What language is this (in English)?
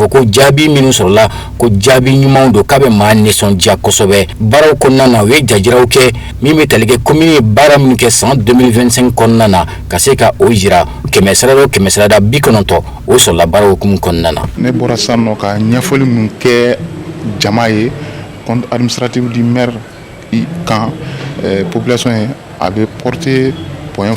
Bambara